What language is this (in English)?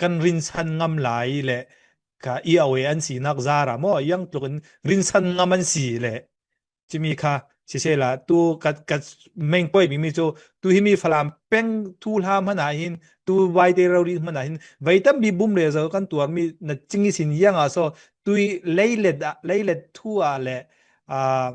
Falam Chin